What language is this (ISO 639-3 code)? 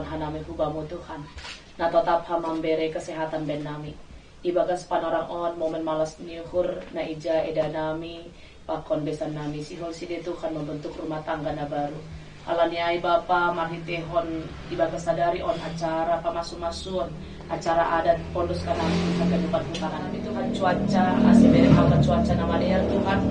bts